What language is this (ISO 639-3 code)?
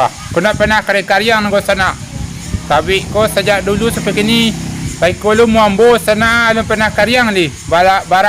min